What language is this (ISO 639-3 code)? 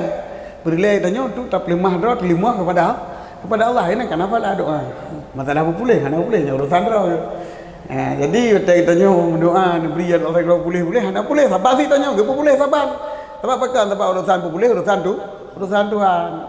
ace